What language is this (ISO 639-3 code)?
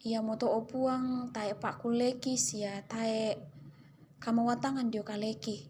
sda